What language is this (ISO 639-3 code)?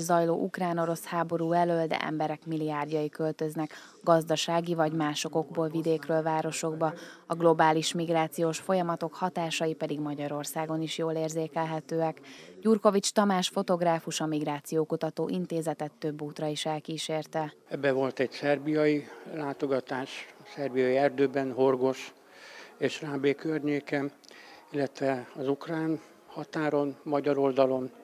hun